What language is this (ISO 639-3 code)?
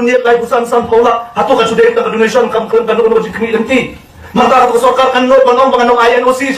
kha